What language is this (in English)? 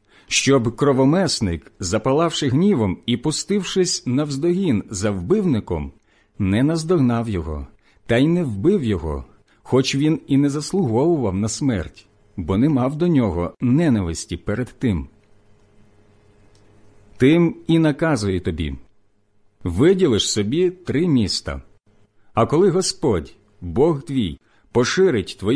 Ukrainian